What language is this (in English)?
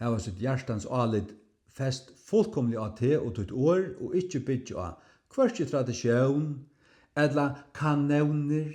Faroese